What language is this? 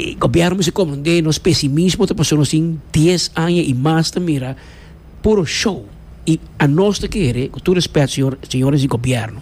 Papiamento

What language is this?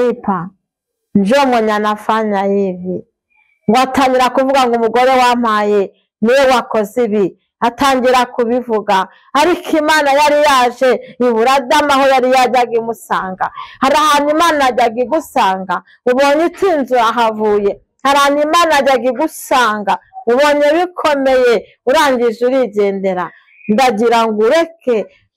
Kinyarwanda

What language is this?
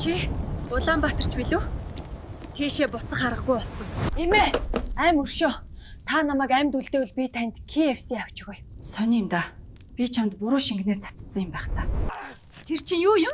Mongolian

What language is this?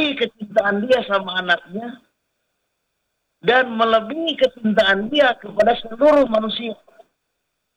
Indonesian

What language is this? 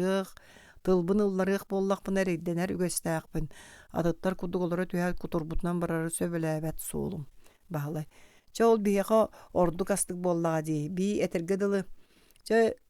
Yakut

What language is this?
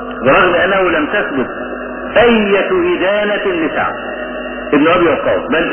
Arabic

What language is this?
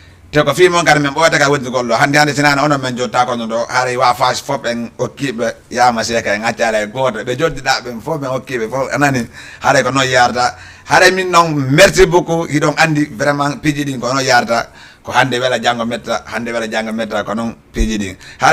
Fula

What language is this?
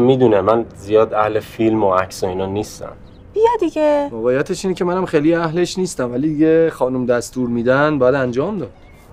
Persian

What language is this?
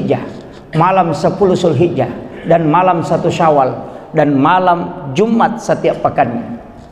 Buginese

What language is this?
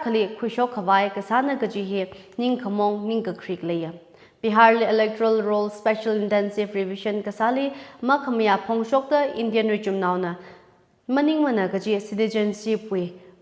Tangkhul Naga (India)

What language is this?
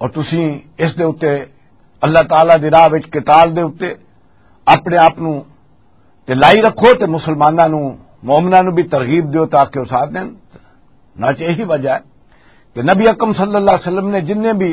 Western Panjabi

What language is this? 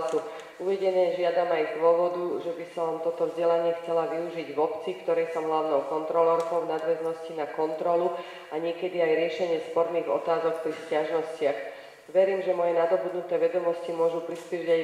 Slovak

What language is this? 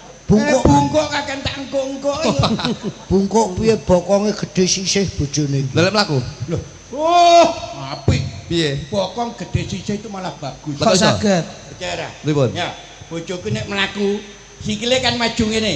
Javanese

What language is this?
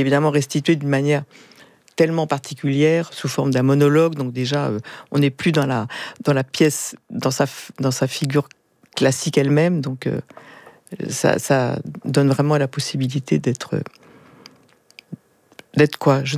French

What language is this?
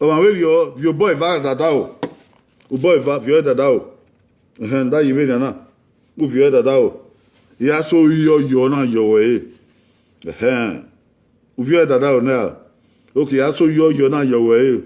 Bini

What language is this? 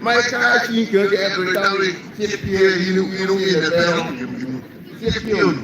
Acoli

